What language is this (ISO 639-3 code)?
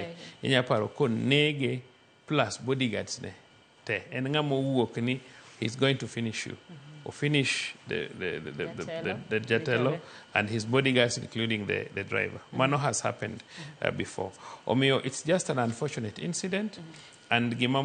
luo